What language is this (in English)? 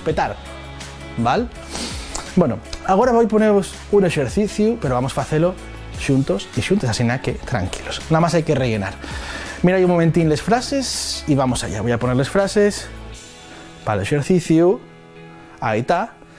Asturian